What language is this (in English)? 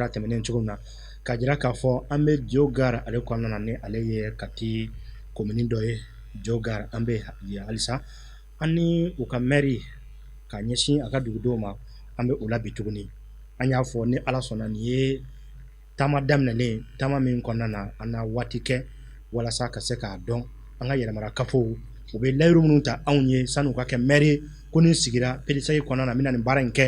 Bambara